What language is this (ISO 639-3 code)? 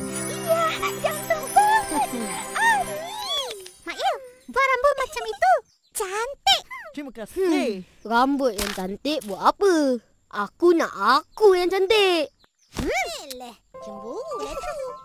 msa